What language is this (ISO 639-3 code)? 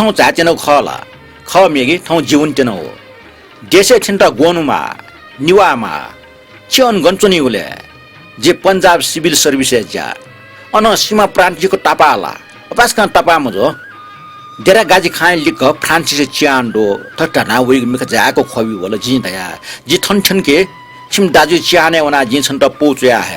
new